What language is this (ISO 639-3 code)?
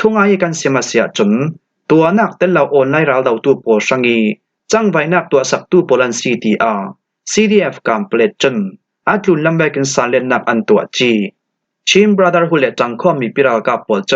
cfm